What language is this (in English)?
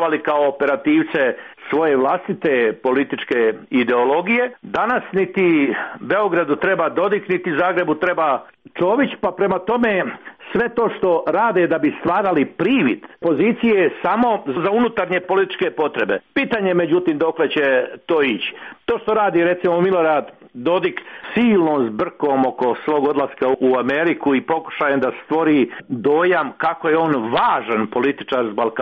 Croatian